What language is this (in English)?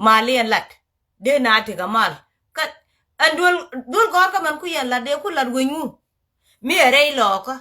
Nuer